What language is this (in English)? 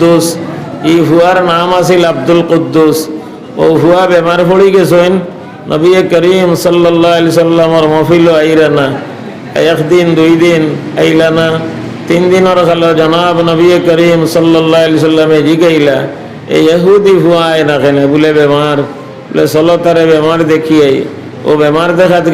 Sylheti